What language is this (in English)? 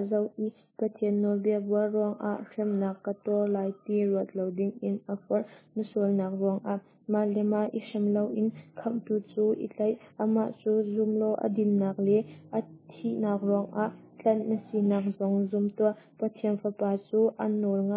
Hakha Chin